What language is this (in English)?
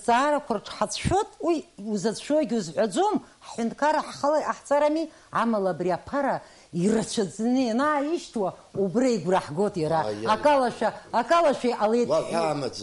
Abkhazian